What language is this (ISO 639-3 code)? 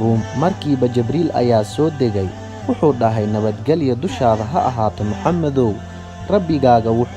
som